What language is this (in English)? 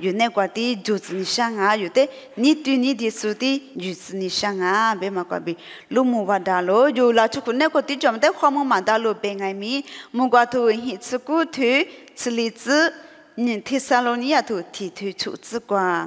Lisu